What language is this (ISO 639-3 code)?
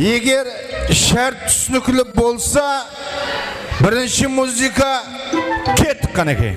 kaa